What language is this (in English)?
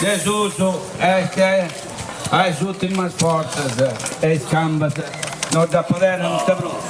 Sardinian